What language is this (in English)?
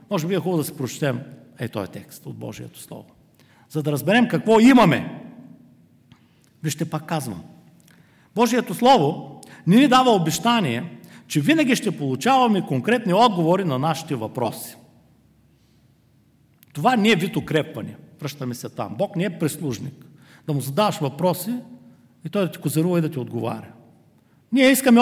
Bulgarian